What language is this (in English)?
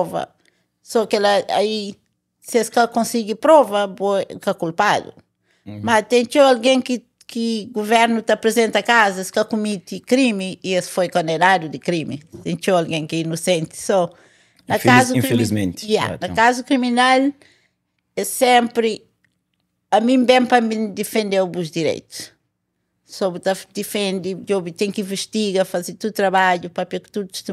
Kabuverdianu